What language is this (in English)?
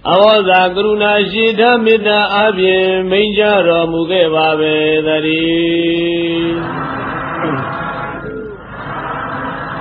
Burmese